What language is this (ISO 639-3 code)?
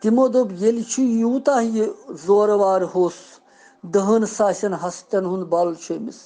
kas